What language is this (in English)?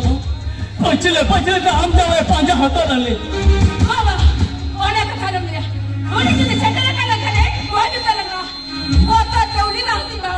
Santali